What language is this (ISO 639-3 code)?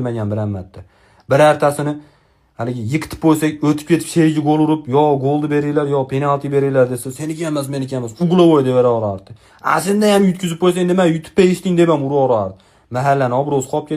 uzb